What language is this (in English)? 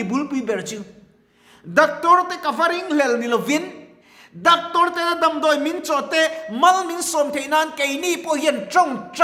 Mizo